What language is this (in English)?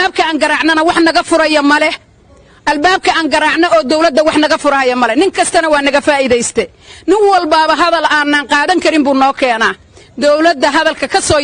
Somali